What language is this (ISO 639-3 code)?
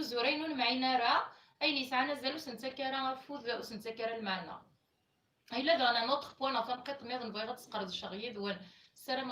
kab